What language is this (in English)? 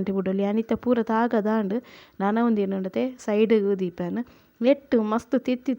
Tulu